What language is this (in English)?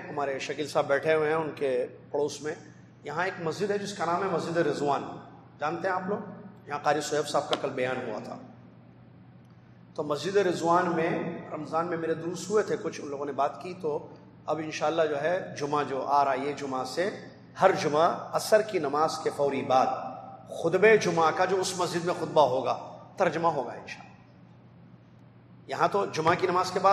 Urdu